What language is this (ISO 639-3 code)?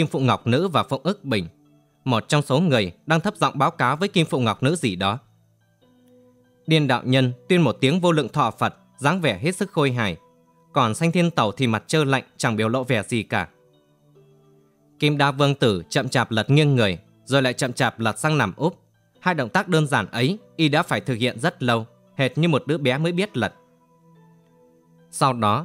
vie